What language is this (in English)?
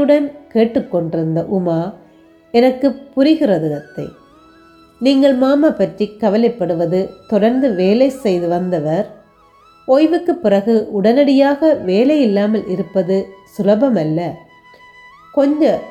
Tamil